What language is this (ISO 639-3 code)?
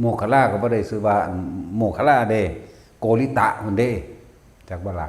tts